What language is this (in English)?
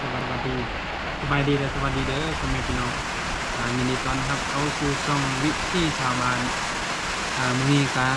Northeastern Thai